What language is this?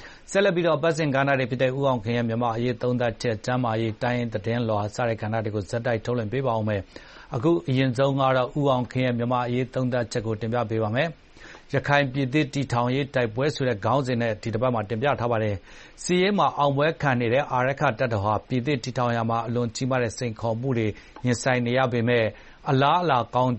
Burmese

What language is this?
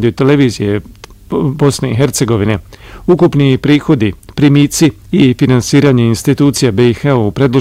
Bosnian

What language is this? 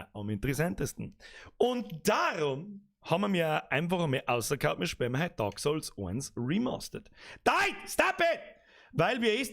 Bavarian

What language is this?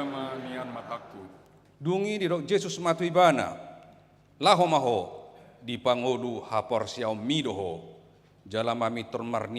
Batak Toba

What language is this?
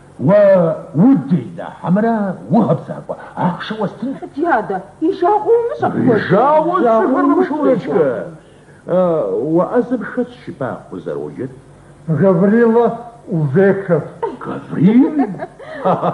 Kabardian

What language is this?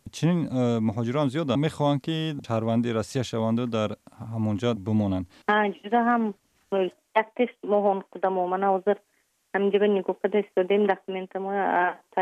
Tajik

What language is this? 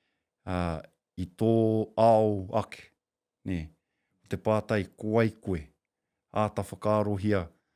Māori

